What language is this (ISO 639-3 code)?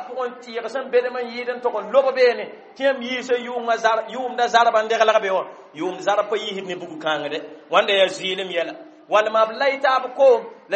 mos